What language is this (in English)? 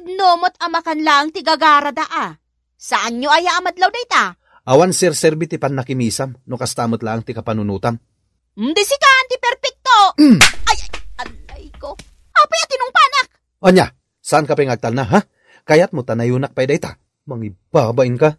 Iloko